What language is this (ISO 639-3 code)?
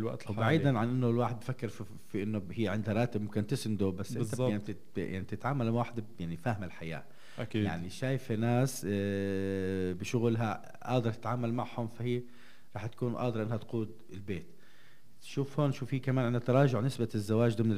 apc